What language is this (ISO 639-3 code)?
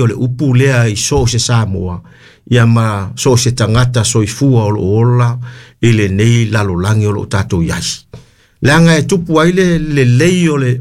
smo